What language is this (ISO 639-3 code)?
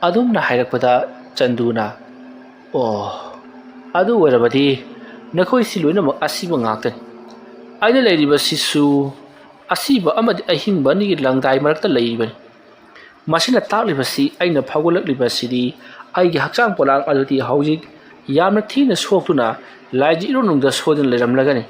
mni